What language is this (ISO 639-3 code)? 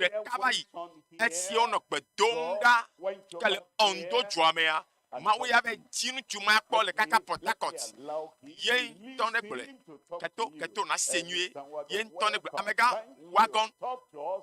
ewe